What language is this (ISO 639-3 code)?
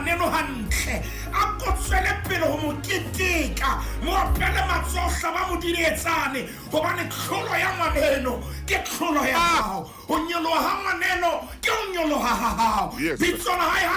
sot